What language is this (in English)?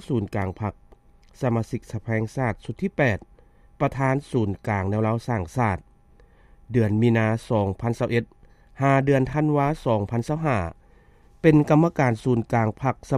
Lao